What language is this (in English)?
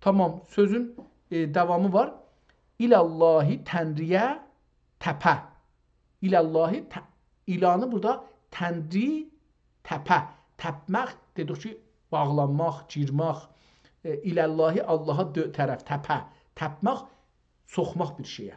South Azerbaijani